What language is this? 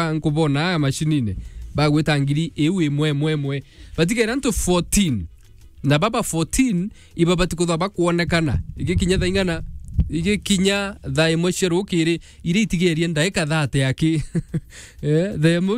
Meru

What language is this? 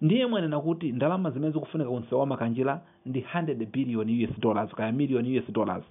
Nyanja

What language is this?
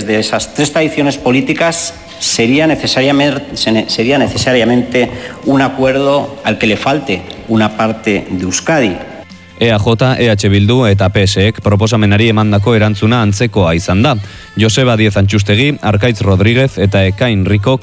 Basque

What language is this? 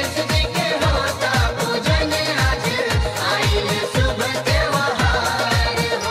Bhojpuri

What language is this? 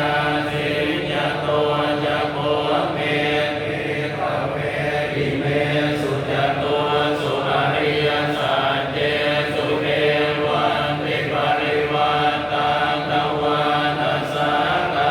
Pali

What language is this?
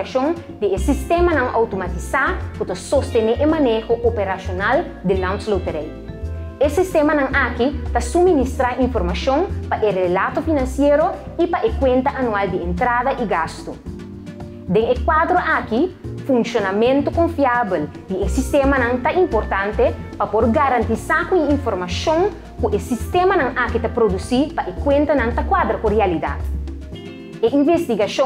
Papiamento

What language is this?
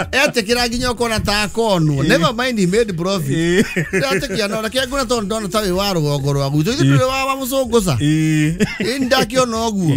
Kikuyu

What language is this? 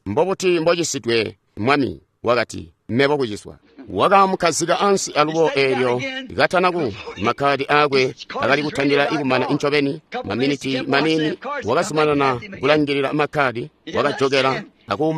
Tonga (Zambia)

